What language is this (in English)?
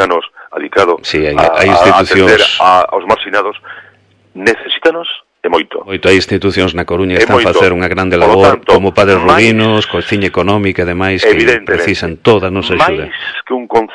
Galician